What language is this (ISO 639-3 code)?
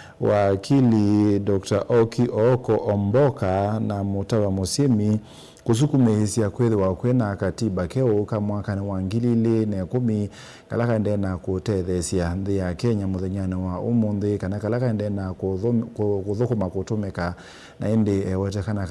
kam